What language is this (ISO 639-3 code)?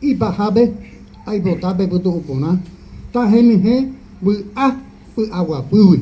grn